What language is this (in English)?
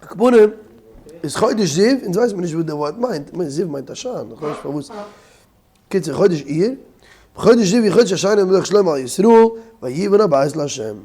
Yiddish